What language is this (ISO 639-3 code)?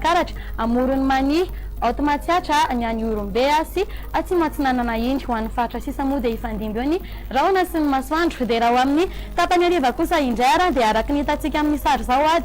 mlg